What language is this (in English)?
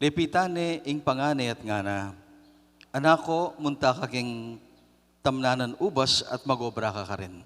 Pampanga